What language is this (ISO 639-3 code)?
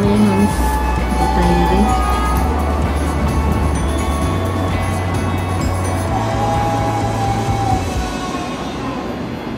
hin